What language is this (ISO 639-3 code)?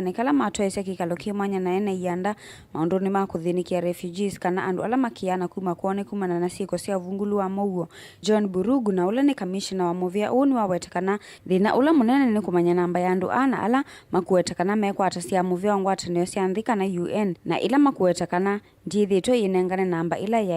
kam